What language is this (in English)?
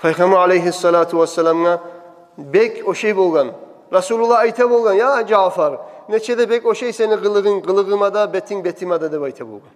Kumyk